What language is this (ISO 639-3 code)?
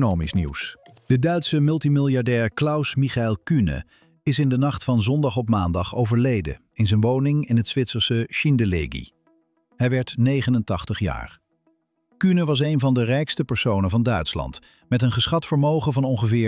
nld